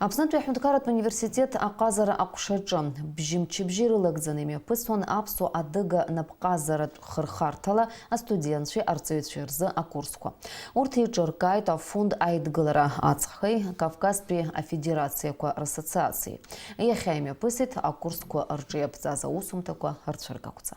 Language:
Abkhazian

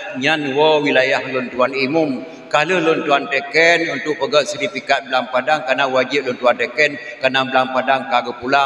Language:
Achinese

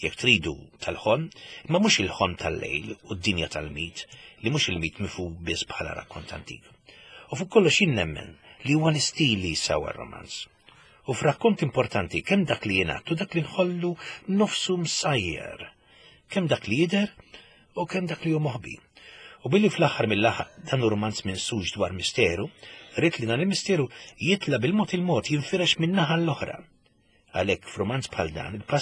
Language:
Maltese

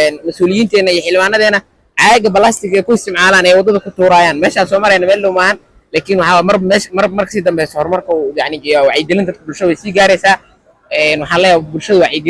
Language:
Somali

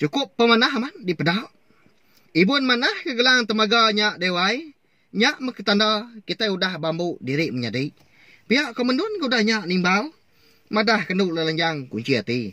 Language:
Iban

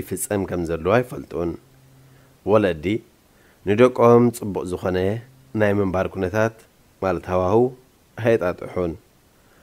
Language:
Tigrinya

